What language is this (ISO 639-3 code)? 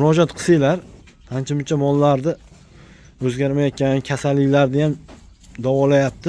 uzb